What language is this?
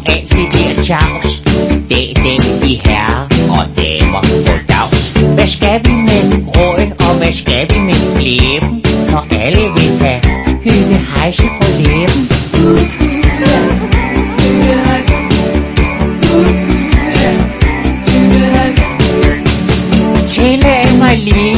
Danish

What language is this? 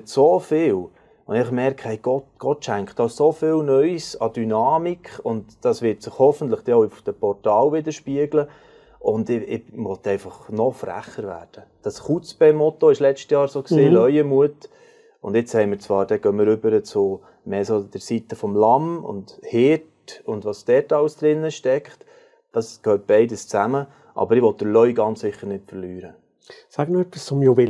Swiss German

